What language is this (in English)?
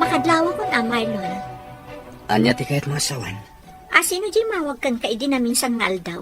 Iloko